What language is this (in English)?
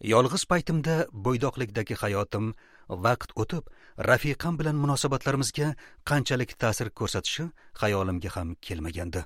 Uzbek